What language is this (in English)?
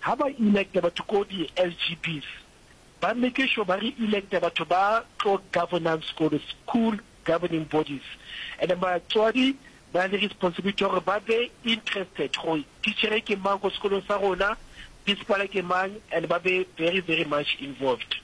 Northern Sotho